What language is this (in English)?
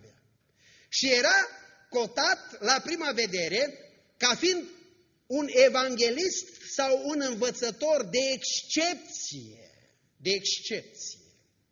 Romanian